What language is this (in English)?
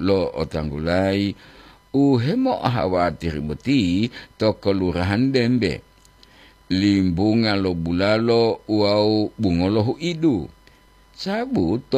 Gorontalo